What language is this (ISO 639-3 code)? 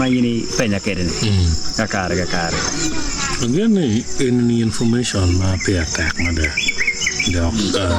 ach